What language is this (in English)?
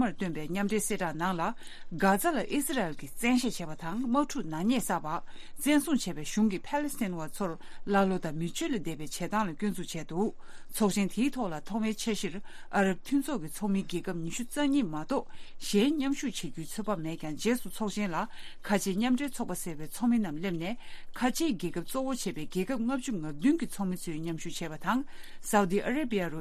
Tibetan